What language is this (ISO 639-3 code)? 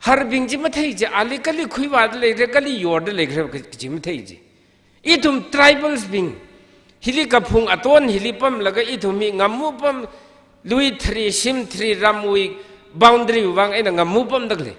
nmf